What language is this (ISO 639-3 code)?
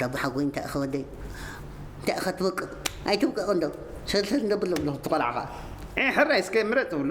tir